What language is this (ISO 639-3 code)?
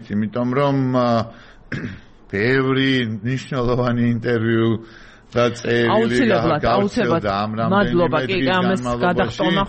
kat